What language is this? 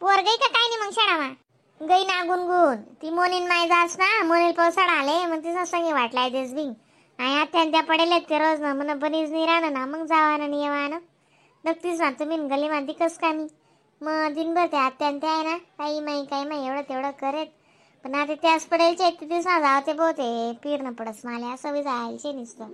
Khandesi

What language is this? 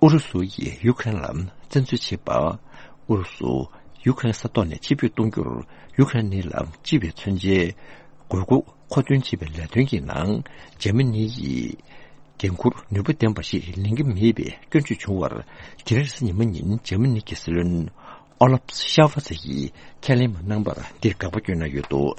Tibetan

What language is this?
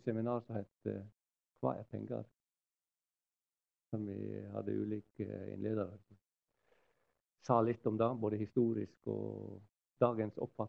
Norwegian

